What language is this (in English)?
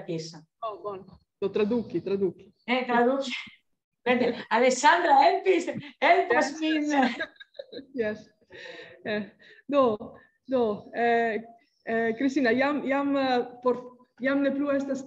Esperanto